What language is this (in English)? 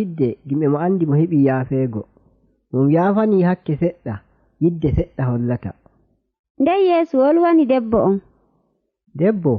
Nigerian Fulfulde